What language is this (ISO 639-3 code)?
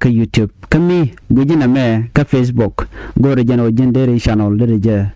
nus